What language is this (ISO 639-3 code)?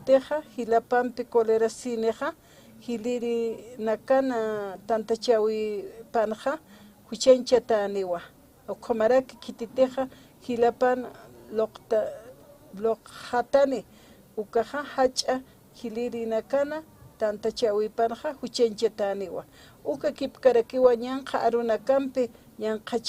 aym